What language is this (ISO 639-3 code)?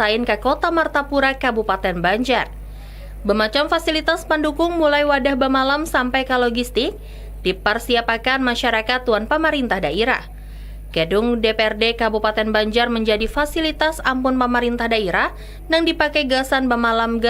bjn